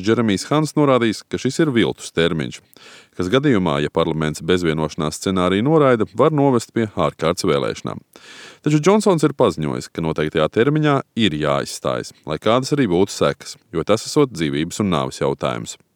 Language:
Latvian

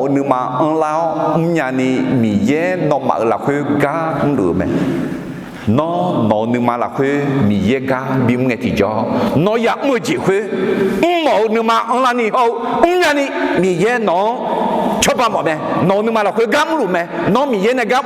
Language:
Akha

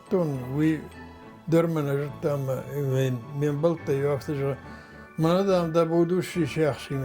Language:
Ossetic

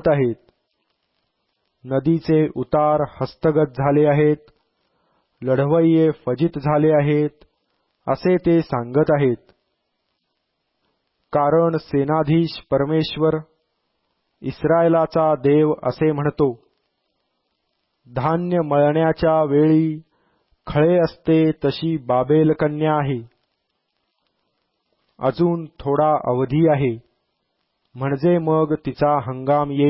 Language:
Marathi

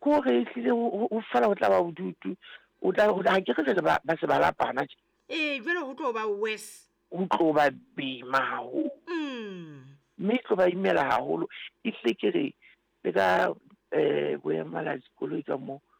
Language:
Southern Sotho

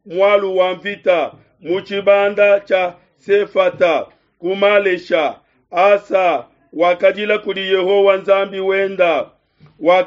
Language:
Luba-Lulua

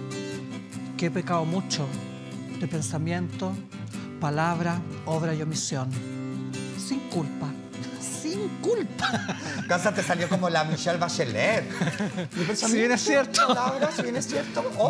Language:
Spanish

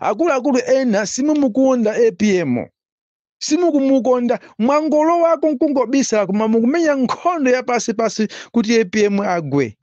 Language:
Nyanja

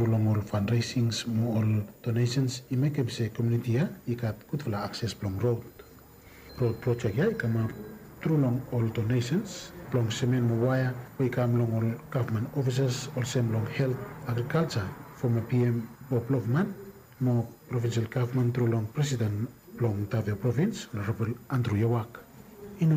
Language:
Bislama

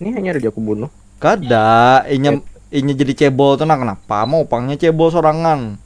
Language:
Banjar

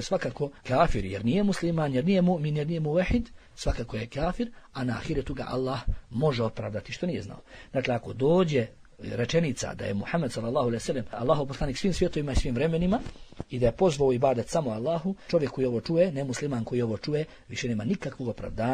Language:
Bosnian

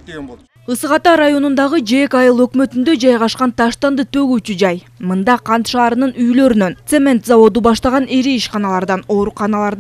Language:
Kyrgyz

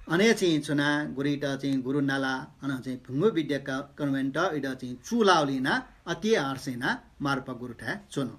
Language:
Newari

